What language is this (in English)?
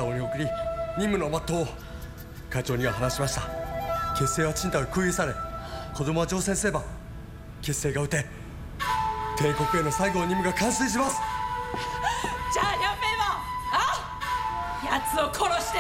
Japanese